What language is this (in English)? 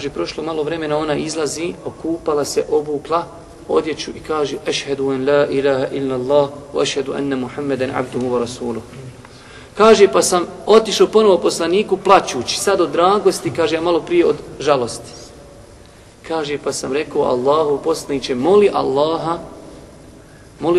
Bosnian